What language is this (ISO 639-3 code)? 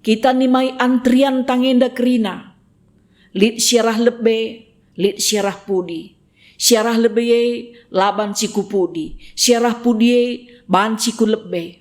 btx